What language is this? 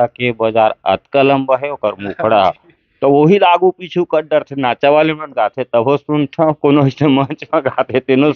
Chhattisgarhi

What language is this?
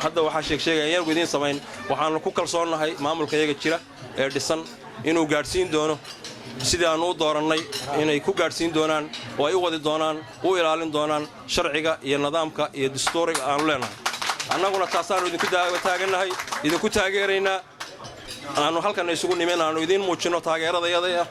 Somali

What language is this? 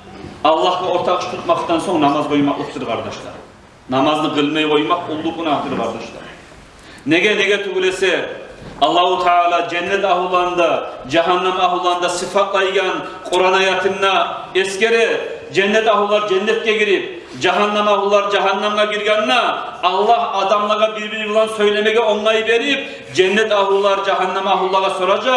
Kumyk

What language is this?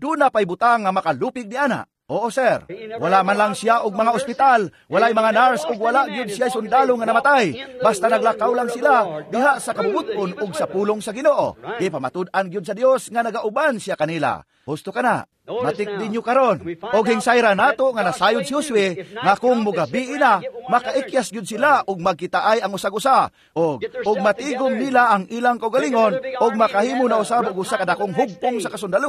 Cebuano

